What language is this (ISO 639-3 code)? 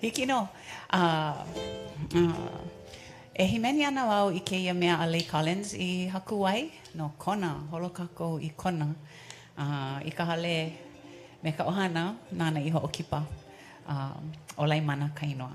haw